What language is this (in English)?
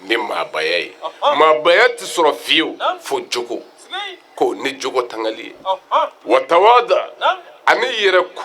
Bambara